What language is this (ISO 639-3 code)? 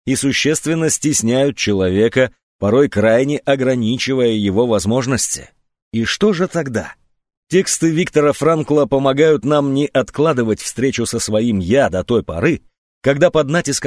rus